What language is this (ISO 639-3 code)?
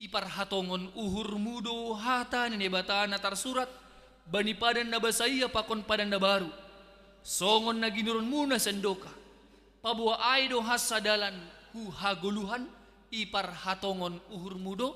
bts